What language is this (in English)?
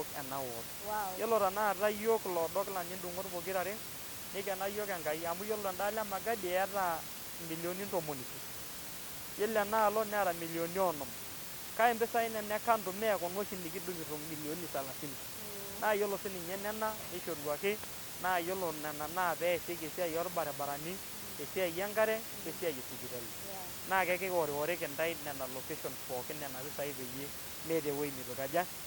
Masai